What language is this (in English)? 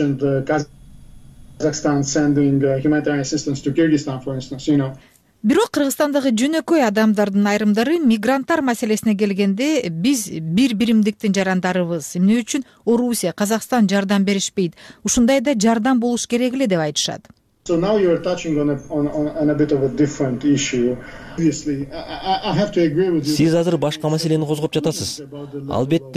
Kyrgyz